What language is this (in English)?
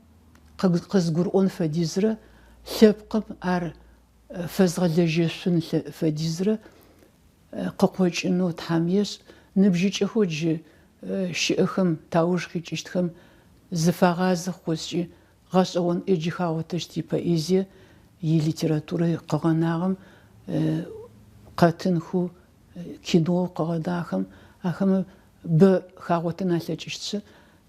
Adyghe